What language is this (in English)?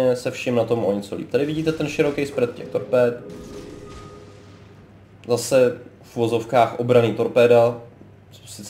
Czech